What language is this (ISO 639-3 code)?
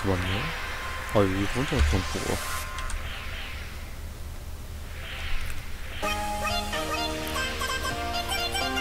kor